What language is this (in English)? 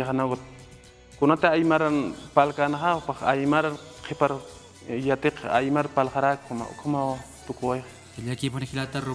Aymara